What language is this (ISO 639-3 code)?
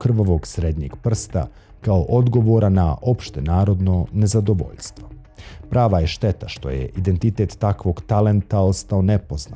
bos